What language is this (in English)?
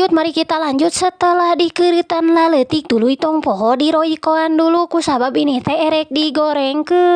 Sundanese